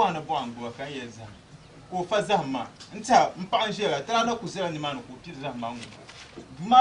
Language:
Dagbani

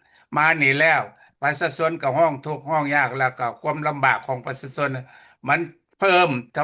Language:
Lao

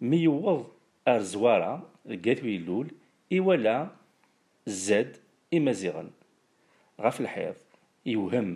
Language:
Kabyle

